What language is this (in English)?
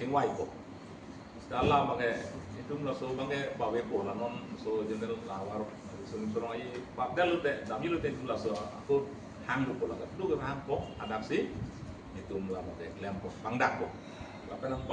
Karbi